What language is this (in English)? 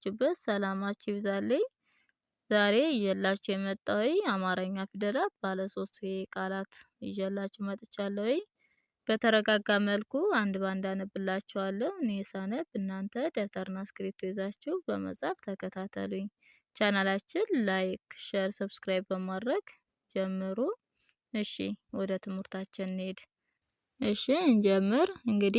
Amharic